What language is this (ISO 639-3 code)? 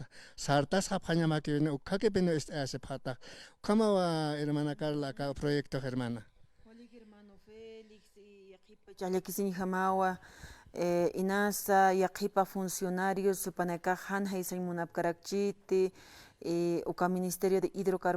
aym